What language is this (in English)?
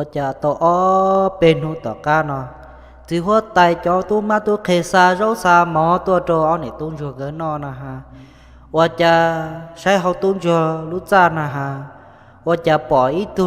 Hmong